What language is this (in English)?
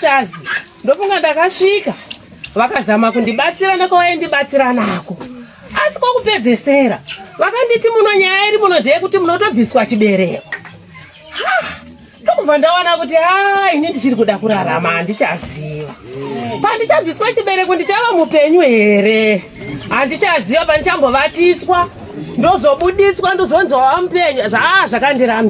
Shona